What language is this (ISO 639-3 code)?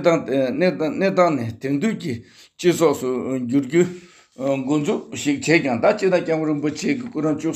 bod